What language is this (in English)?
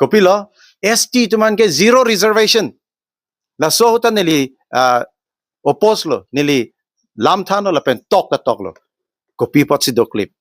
Karbi